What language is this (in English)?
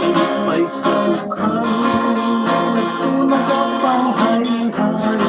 Hiligaynon